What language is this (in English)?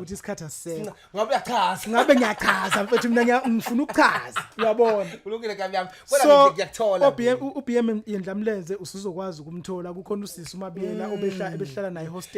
Zulu